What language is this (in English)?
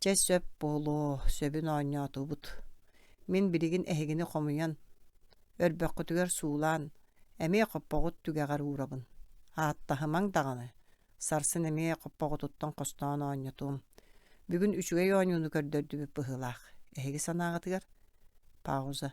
Yakut